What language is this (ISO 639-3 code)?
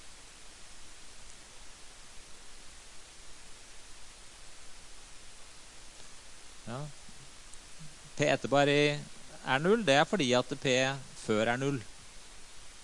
nor